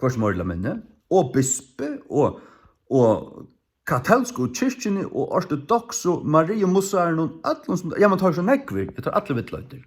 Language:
Faroese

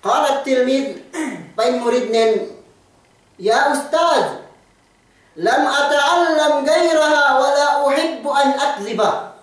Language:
Yakan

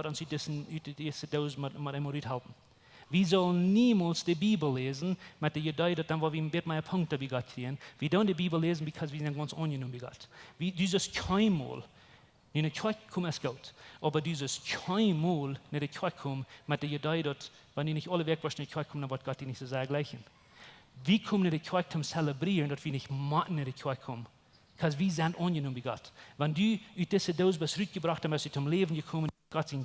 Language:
Plautdietsch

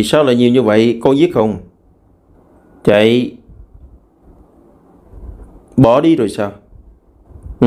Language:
Vietnamese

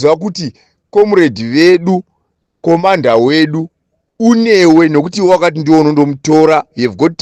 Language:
Shona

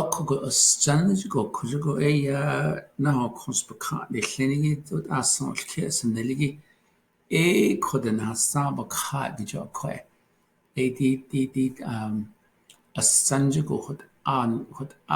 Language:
Navajo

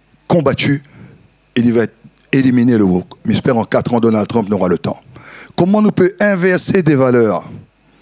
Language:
Réunion Creole French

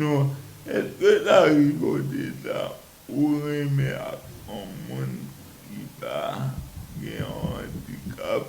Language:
Haitian Creole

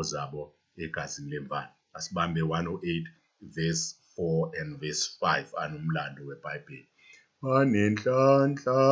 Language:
Zulu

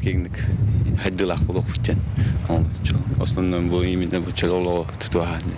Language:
Yakut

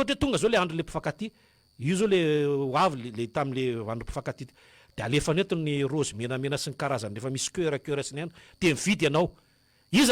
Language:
Malagasy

